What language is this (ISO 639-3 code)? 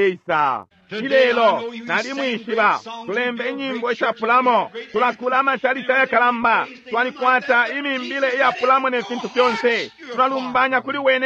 bem